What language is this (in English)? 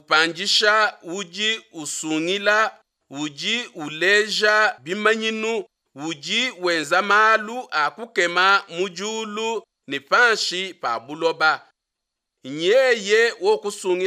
Luba-Lulua